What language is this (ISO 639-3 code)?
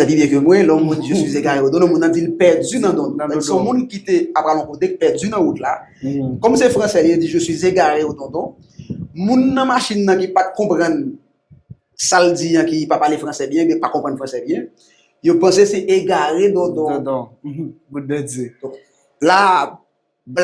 hat